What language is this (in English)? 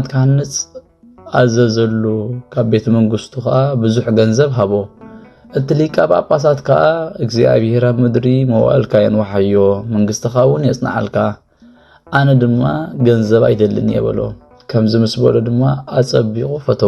Tigrinya